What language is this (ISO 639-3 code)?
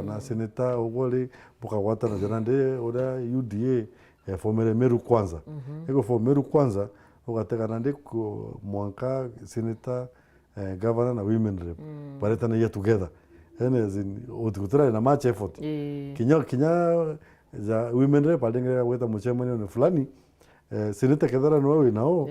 mer